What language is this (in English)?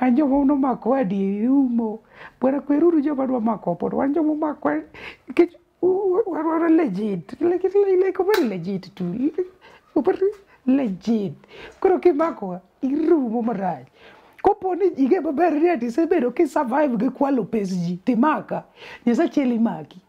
Luo (Kenya and Tanzania)